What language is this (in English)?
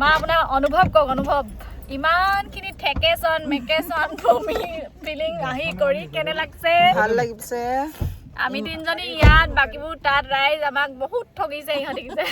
Assamese